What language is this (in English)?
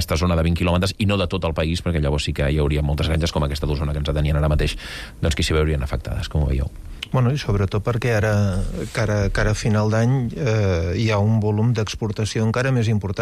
Catalan